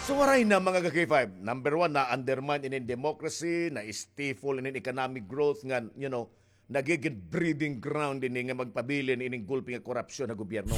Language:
Waray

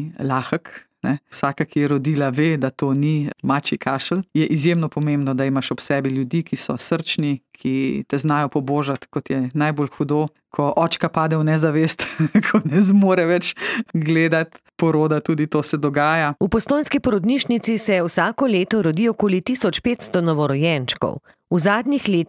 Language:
Slovenian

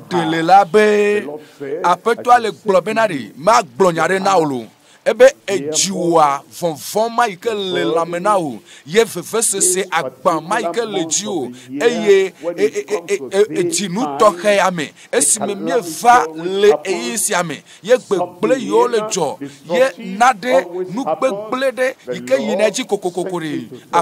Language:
Ewe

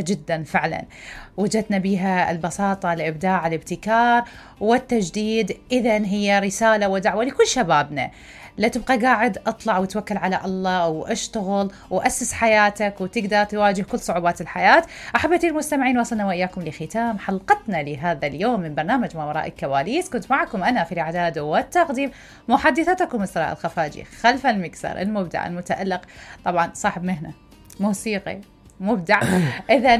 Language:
Mesopotamian Arabic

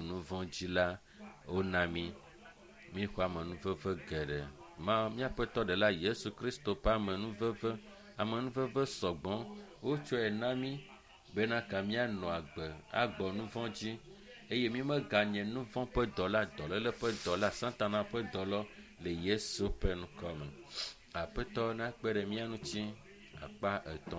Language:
Ewe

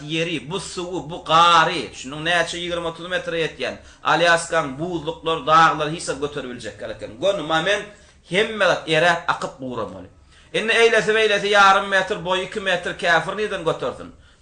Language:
Turkmen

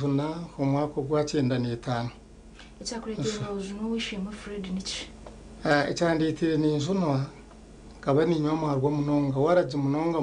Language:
Nyankole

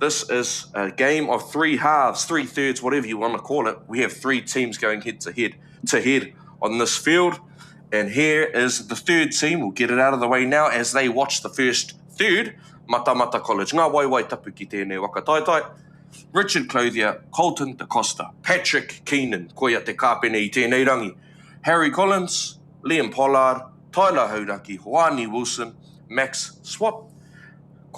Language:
Māori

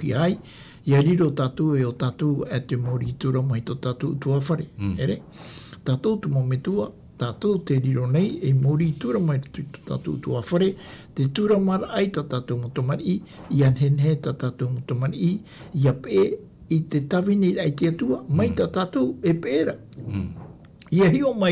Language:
Tahitian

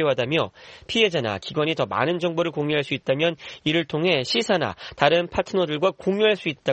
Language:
Korean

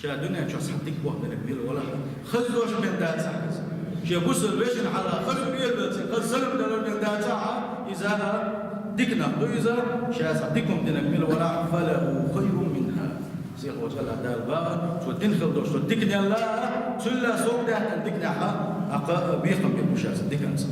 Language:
Chechen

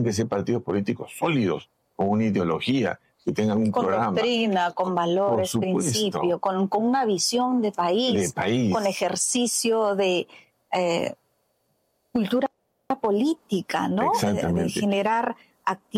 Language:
Spanish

